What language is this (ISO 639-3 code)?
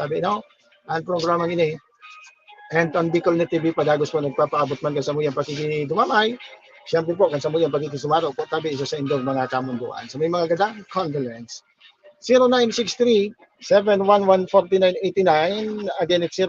bik